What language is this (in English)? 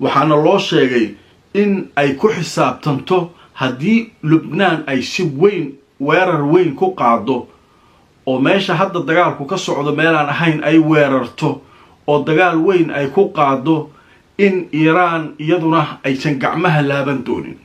Somali